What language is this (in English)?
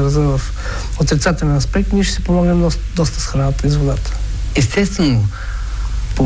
Bulgarian